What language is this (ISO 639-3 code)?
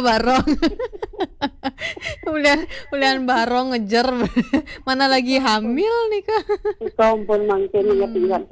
ban